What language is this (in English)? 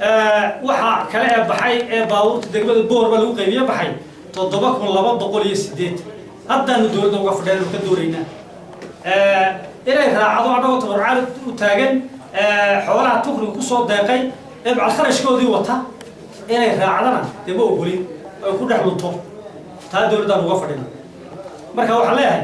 Somali